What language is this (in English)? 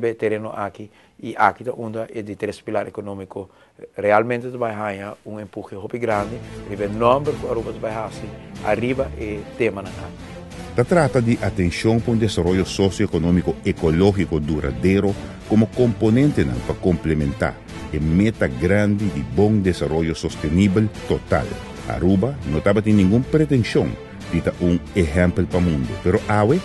Papiamento